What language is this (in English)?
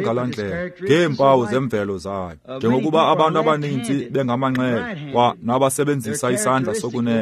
Xhosa